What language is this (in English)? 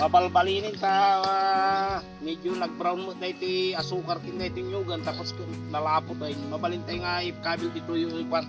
Iloko